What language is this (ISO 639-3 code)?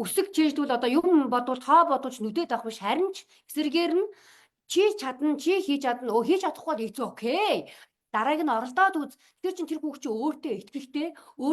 mon